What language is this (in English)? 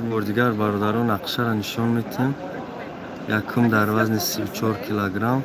Tajik